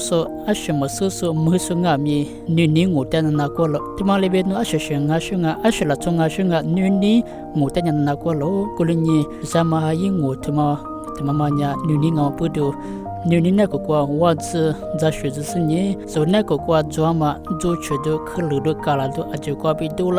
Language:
Lisu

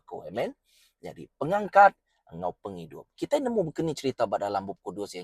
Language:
Iban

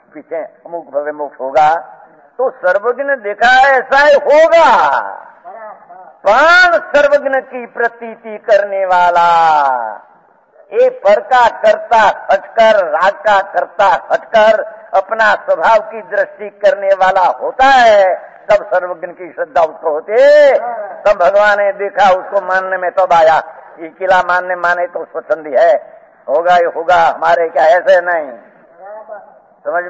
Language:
Hindi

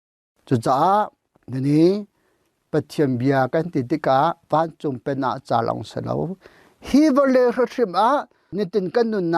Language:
Hakha Chin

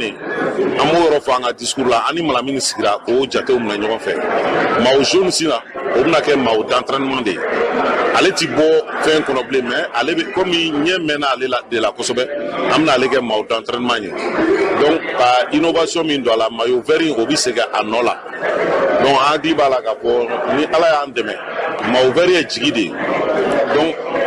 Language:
Bambara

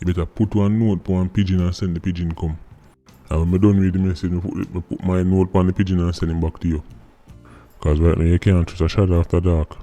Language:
Jamaican Creole English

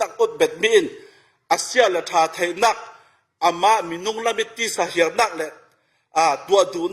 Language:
Falam Chin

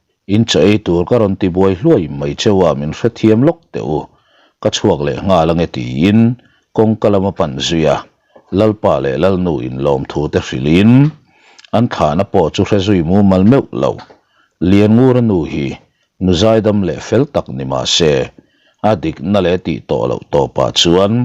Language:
Mizo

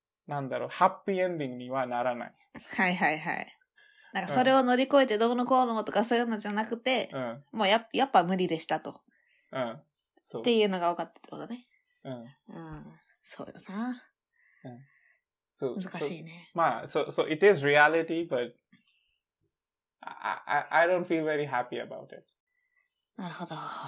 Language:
Japanese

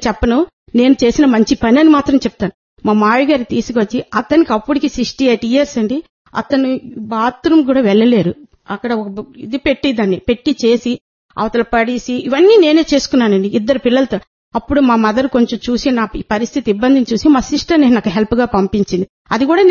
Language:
Telugu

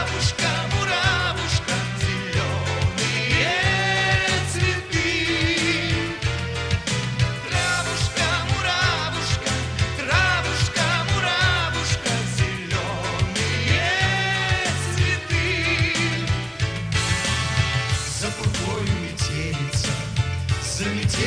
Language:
Russian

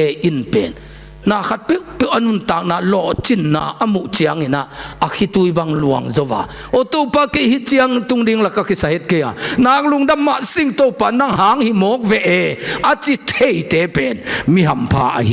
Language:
Tedim Chin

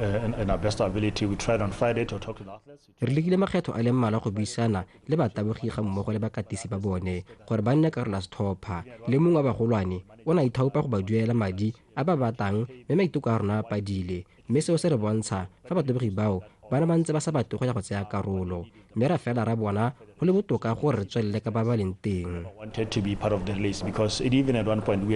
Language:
Tswana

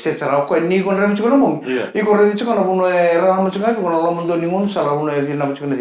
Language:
Fijian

